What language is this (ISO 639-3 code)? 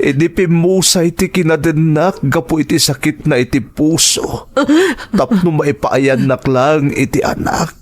ilo